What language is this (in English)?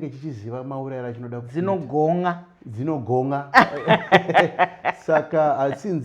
Shona